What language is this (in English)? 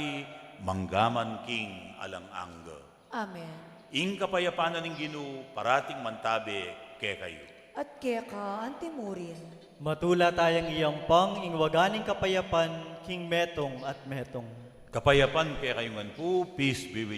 Pampanga